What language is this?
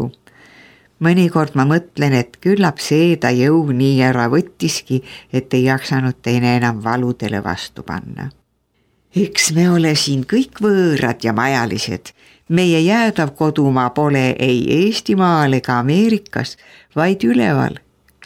Estonian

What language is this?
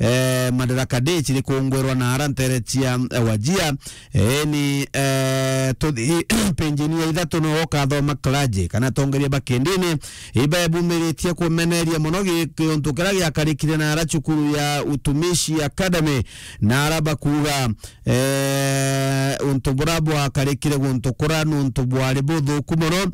Meru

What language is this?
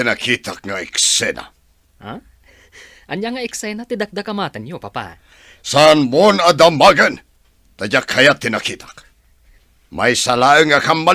Iloko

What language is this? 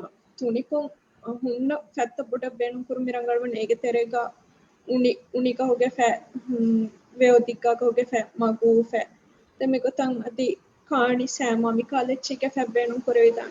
Divehi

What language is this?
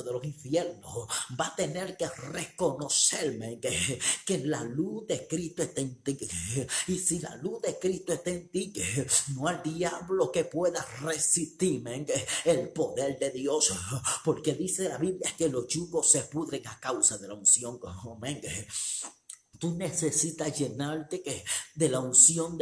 Spanish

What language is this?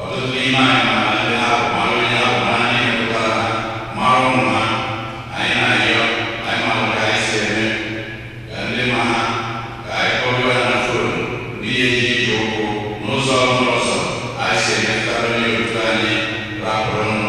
Igbo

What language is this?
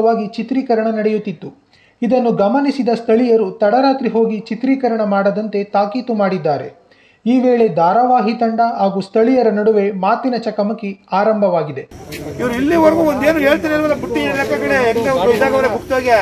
Kannada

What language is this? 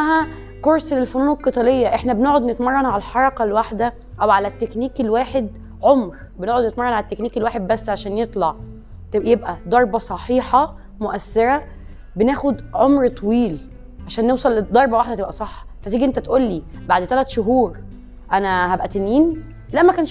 Egyptian Arabic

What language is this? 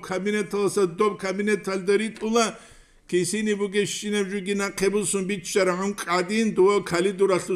Avaric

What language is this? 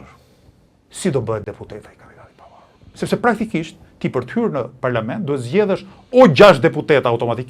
Albanian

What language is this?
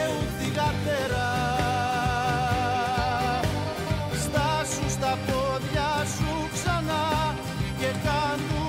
Greek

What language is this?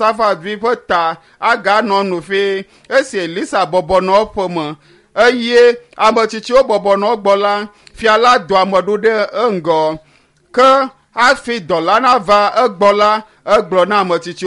Ewe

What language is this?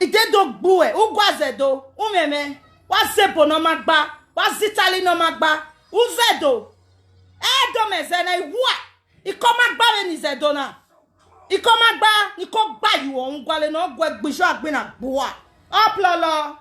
Nigerian Pidgin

